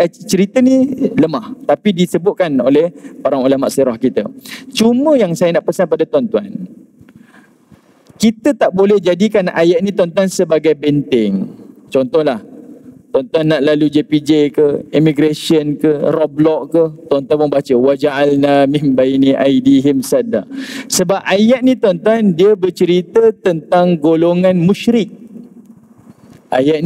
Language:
Malay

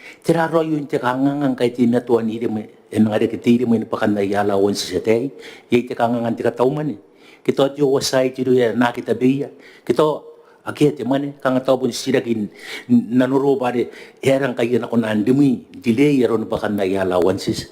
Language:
Gilbertese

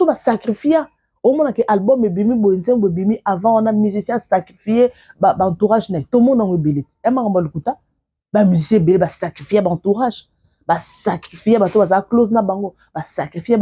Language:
Lingala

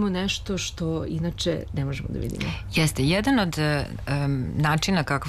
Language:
Serbian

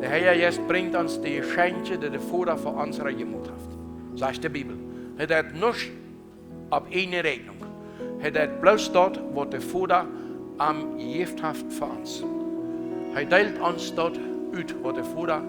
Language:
Plautdietsch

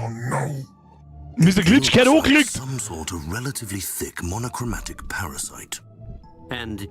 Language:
Bavarian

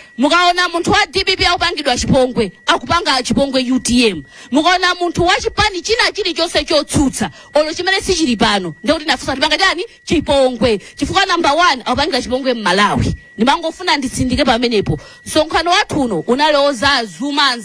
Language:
Nyanja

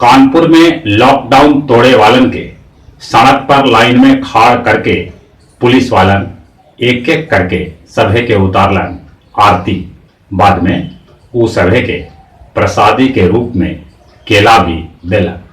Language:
Magahi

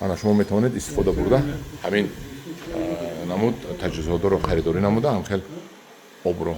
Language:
Tajik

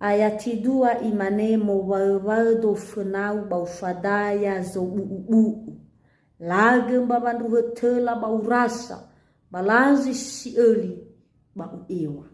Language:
Nias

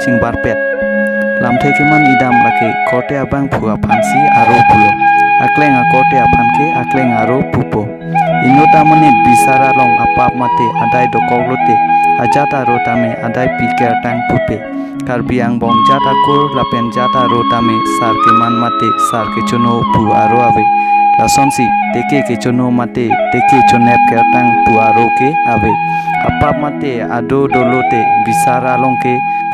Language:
Karbi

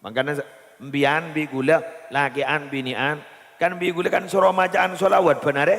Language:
Madurese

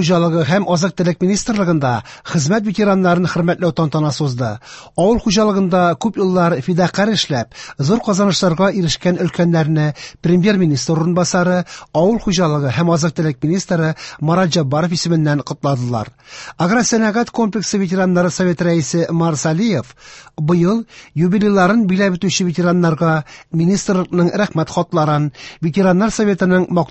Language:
Tatar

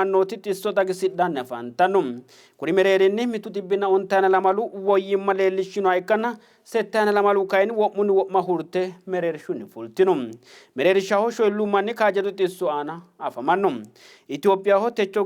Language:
Sidamo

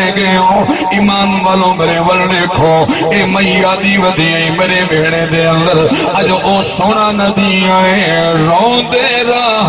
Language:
Saraiki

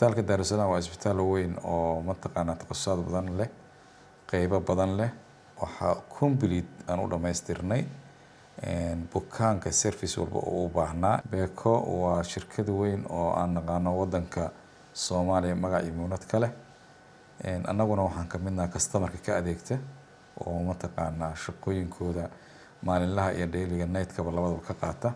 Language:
Somali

